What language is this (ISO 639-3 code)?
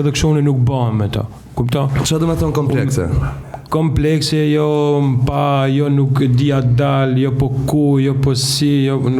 sqi